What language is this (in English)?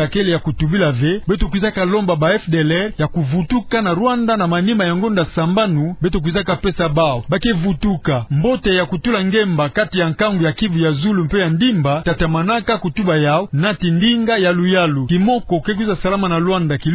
Kituba (Democratic Republic of Congo)